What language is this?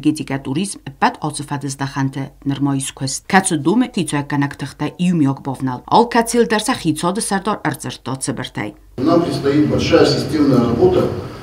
Ossetic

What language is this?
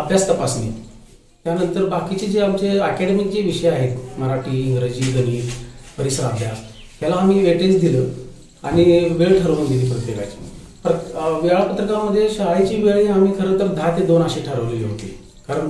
Marathi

